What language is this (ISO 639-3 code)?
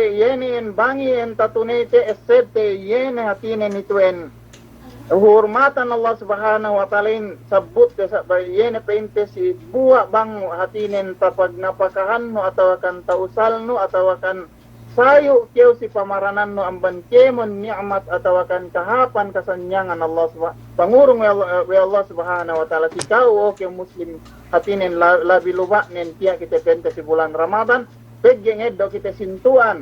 yka